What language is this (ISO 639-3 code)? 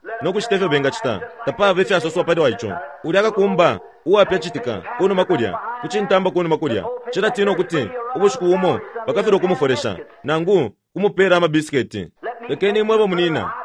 bem